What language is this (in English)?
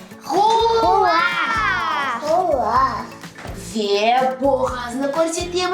Crimean Tatar